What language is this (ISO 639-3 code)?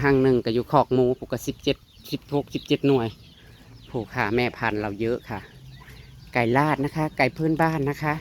tts